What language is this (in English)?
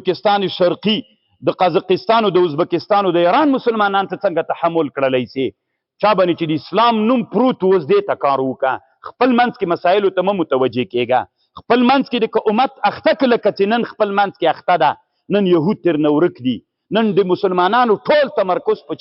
Pashto